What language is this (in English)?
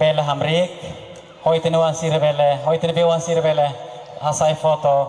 Tetum